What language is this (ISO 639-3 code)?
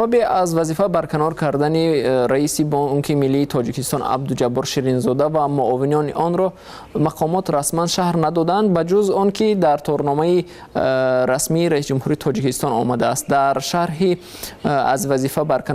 tgk